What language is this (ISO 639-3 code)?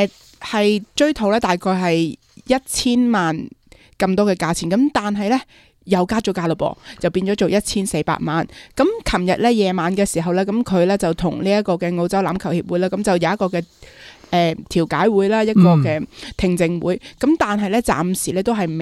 yue